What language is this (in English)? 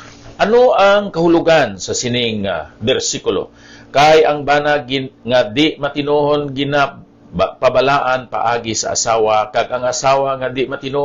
Hiligaynon